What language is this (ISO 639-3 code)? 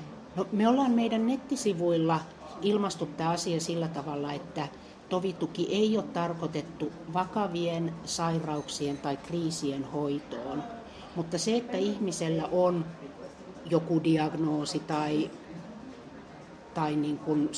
fin